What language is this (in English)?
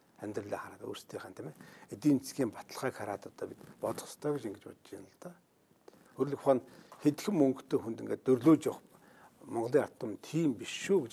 Mongolian